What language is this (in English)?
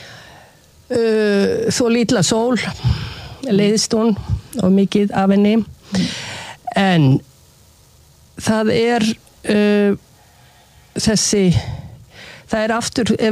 Icelandic